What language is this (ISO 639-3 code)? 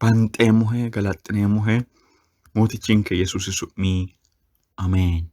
sid